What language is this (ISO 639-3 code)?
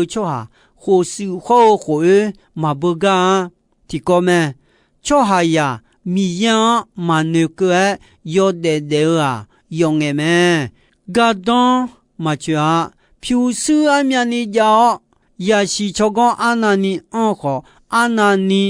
ahk